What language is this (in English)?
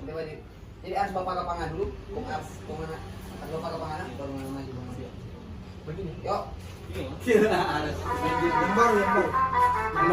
Manado Malay